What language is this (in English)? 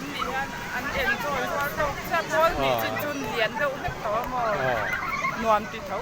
Mizo